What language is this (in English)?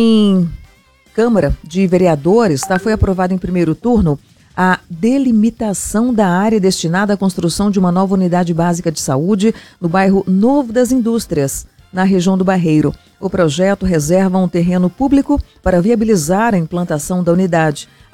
Portuguese